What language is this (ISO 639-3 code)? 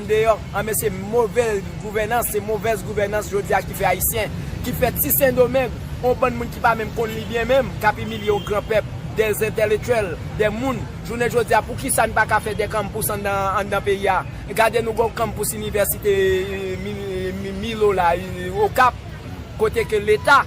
hat